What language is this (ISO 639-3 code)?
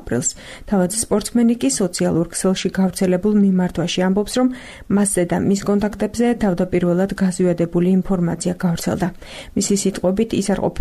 kat